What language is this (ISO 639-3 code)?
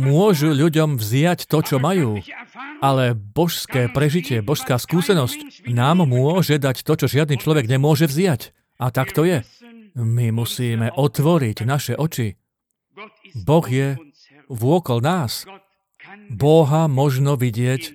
slk